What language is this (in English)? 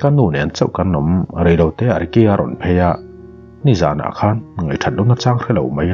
Mizo